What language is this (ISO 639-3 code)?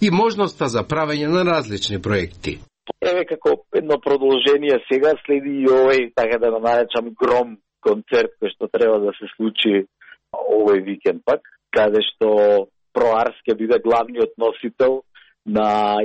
mkd